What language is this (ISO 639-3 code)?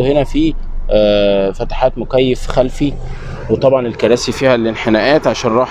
arz